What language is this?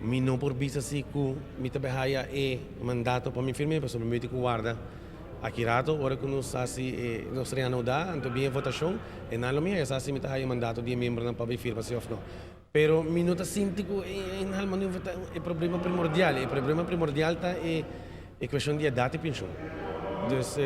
Papiamento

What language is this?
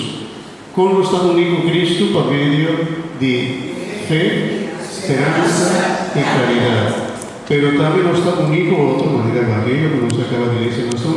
Papiamento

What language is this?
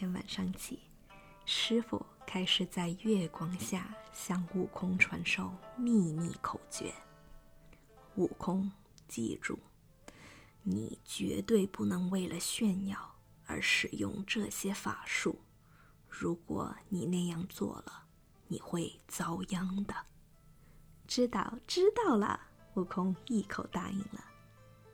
Chinese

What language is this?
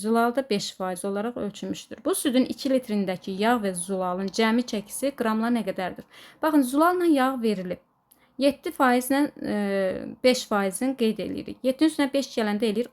Azerbaijani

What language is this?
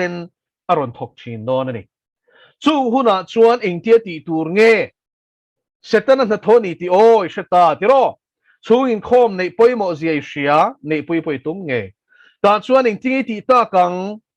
Mizo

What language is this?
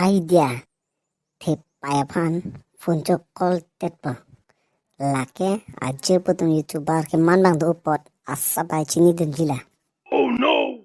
Karbi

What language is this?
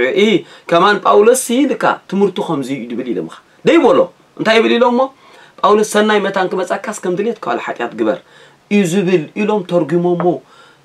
Tigrinya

